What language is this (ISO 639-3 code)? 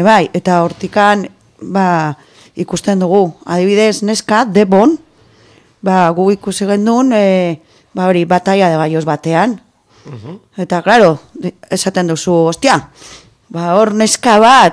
eus